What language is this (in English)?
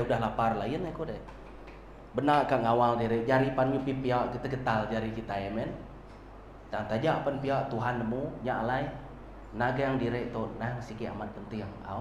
Iban